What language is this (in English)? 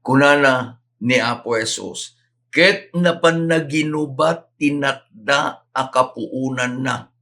Iloko